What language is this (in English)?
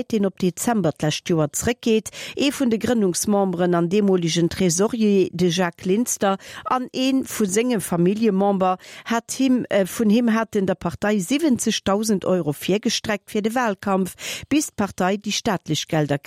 Luxembourgish